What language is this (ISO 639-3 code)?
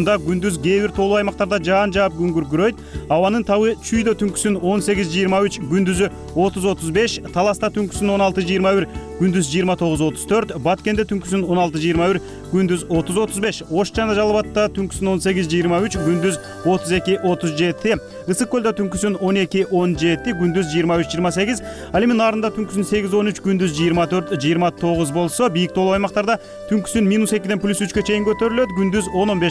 kir